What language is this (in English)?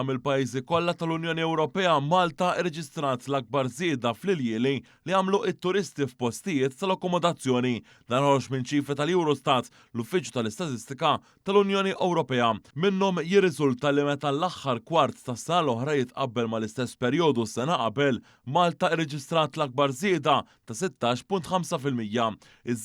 Maltese